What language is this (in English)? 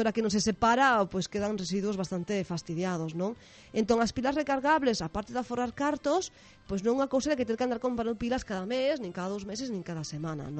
Galician